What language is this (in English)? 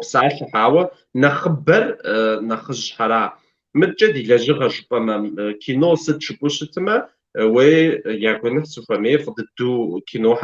Kabardian